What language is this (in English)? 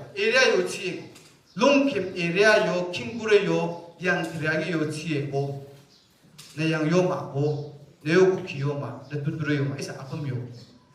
Naga Pidgin